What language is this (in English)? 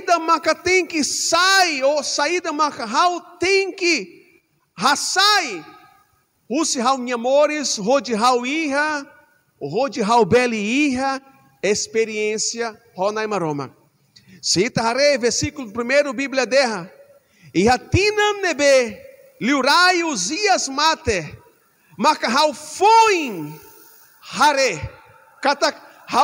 Tetum